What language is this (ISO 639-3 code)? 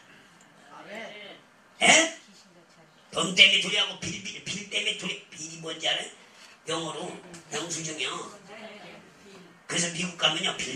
kor